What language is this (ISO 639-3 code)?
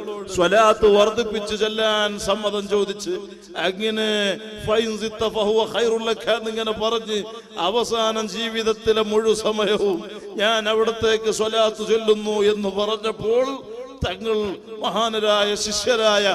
mal